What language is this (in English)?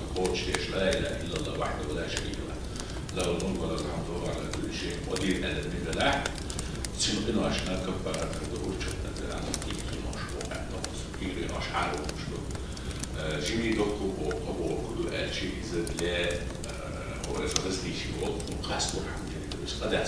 Chechen